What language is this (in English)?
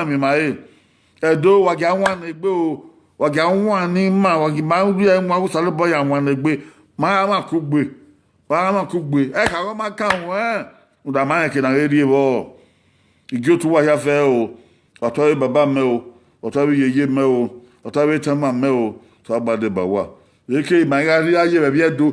Bini